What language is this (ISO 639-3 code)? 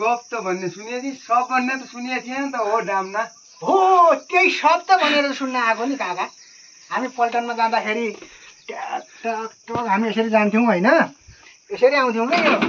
nep